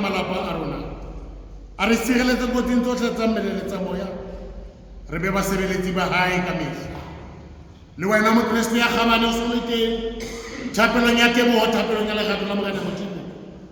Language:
Southern Sotho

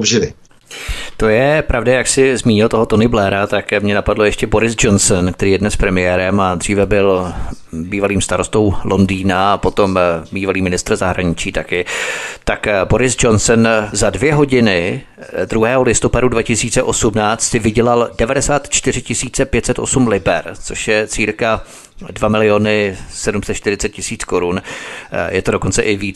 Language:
Czech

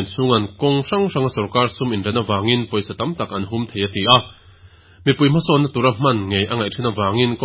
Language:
Mizo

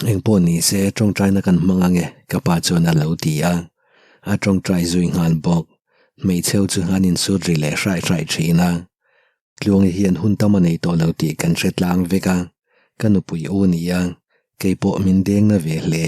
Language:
Mizo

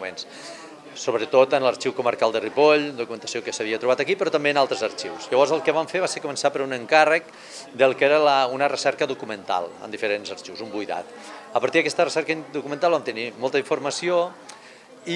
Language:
Catalan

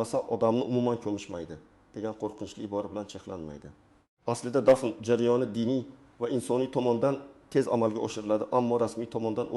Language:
Uzbek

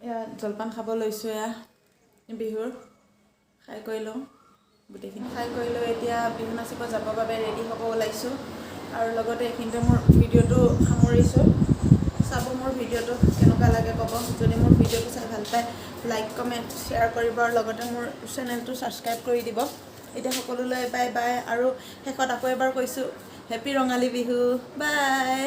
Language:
Assamese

